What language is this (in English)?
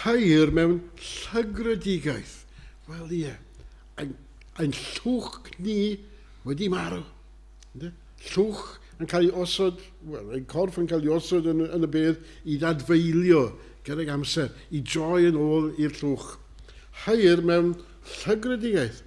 Welsh